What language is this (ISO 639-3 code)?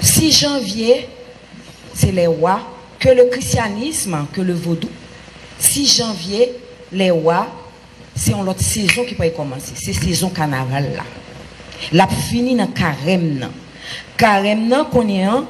hat